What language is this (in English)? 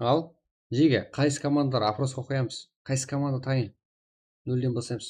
Kara-Kalpak